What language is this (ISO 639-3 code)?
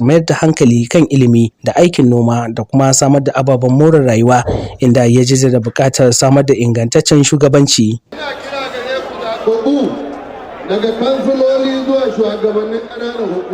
hau